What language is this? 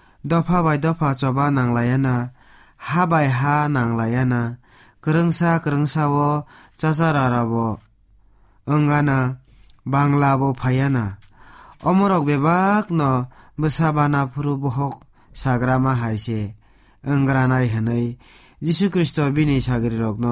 Kok Borok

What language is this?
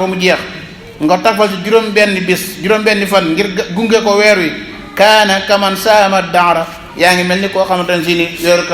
Wolof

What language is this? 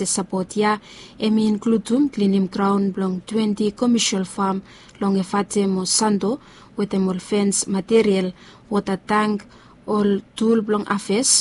Bislama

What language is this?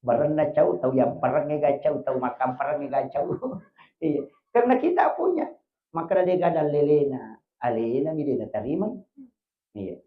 Buginese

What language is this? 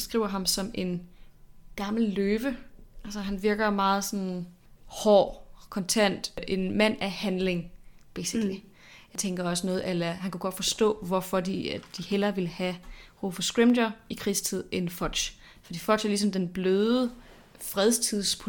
Danish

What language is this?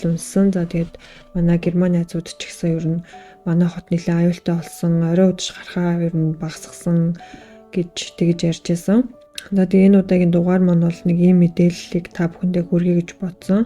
Mongolian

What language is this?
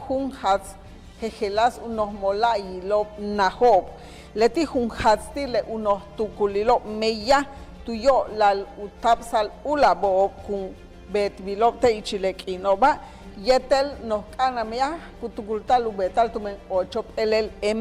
Yucateco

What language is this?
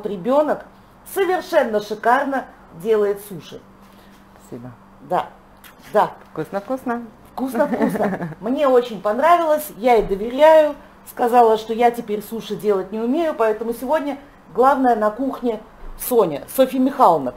Russian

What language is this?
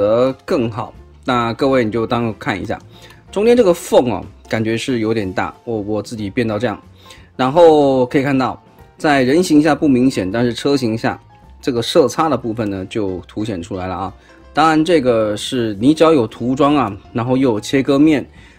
Chinese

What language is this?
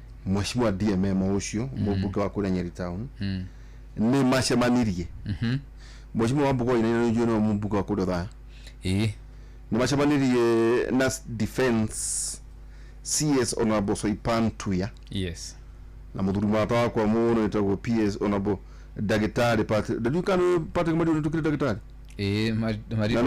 Kikuyu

